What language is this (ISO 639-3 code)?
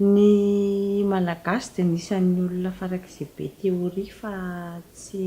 mlg